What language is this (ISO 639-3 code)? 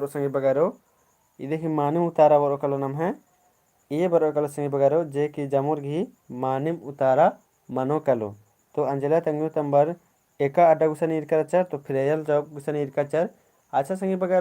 kru